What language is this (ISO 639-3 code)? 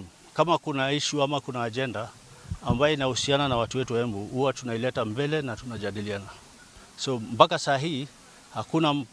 mer